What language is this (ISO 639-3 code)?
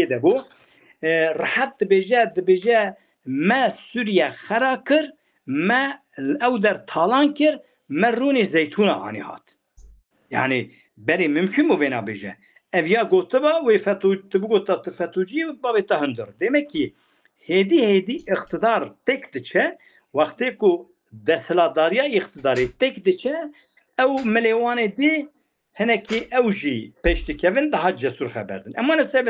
kur